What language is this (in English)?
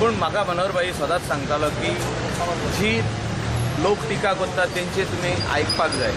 Konkani